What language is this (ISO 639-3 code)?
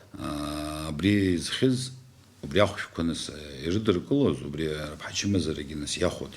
abk